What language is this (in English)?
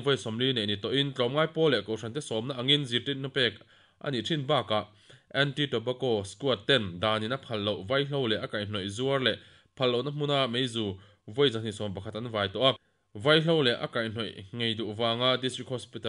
Mizo